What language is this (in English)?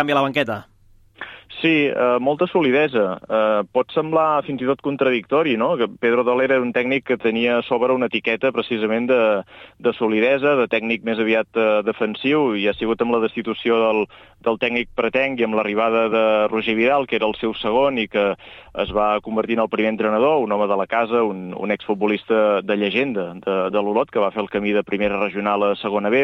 Catalan